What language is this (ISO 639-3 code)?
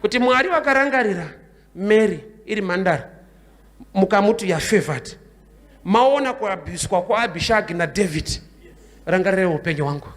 sna